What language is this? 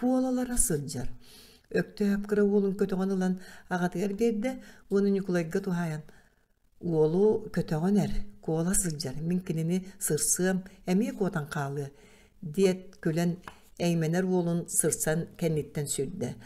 Yakut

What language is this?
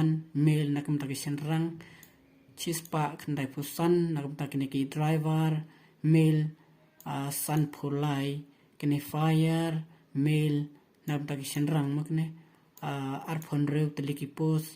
Khasi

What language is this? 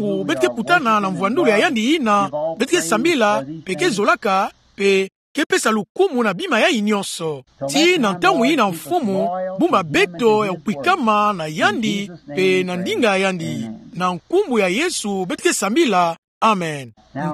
Kituba (Democratic Republic of Congo)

